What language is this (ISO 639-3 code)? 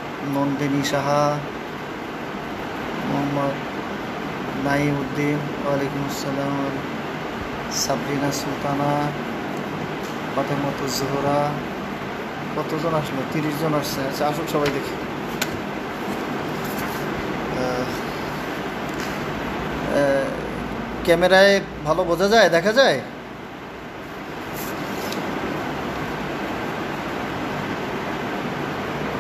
ben